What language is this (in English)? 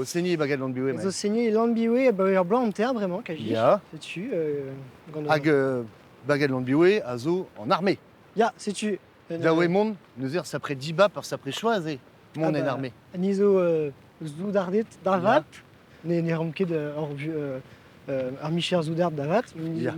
Breton